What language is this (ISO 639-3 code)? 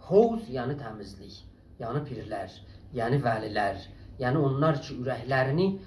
azb